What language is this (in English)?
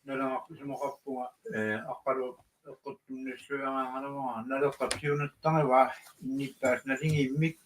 Kalaallisut